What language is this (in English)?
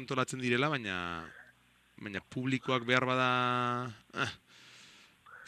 Basque